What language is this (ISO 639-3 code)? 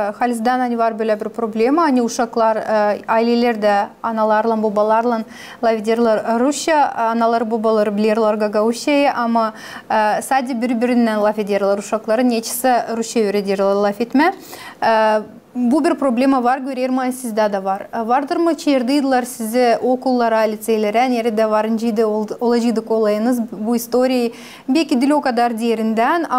gag